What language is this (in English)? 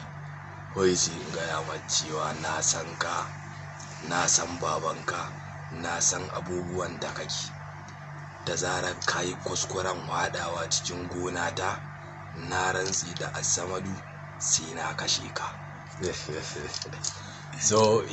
Hausa